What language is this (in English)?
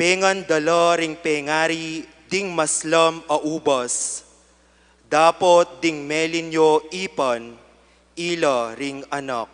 Pampanga